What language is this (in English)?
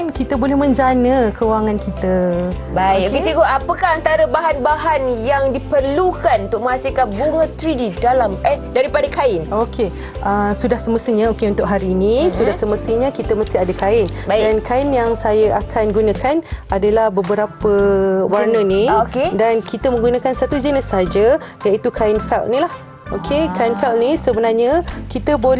Malay